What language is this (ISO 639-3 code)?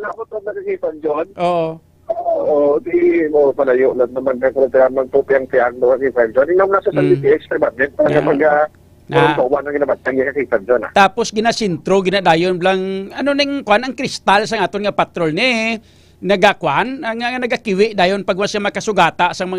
hil